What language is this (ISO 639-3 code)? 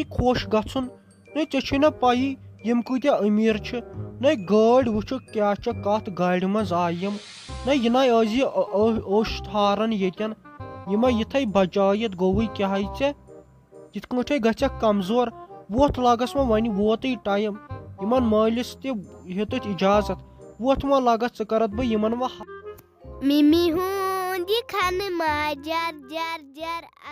kas